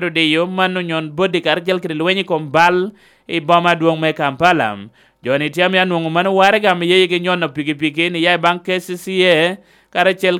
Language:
Lango (Uganda)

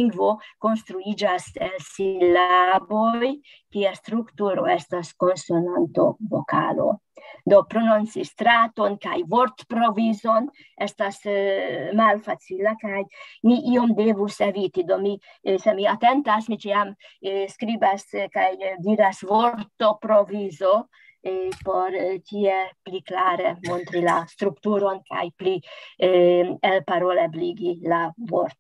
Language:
Esperanto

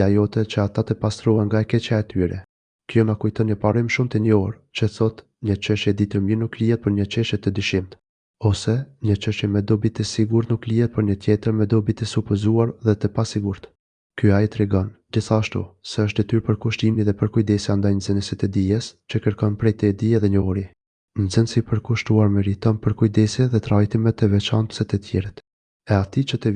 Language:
Albanian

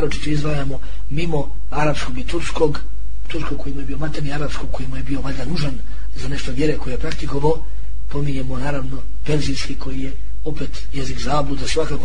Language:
Bosnian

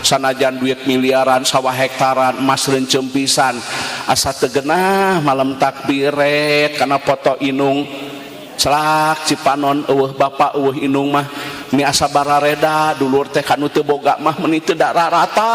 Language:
Sundanese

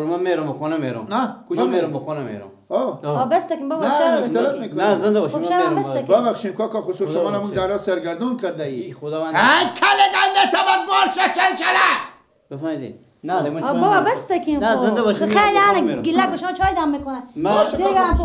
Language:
Persian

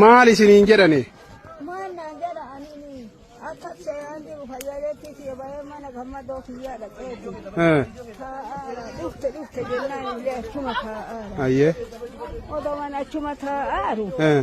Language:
Oromo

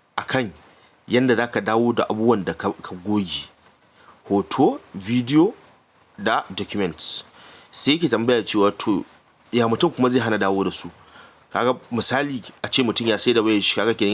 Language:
Hausa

